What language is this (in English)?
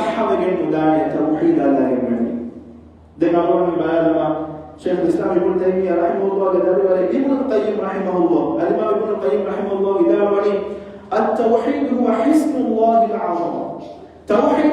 Divehi